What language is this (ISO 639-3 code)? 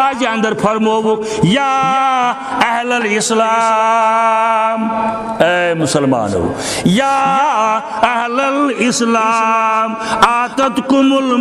kas